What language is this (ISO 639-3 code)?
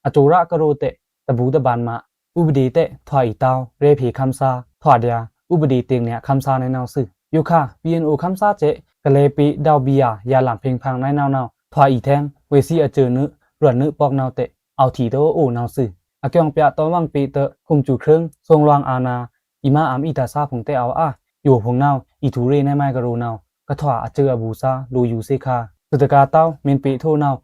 blk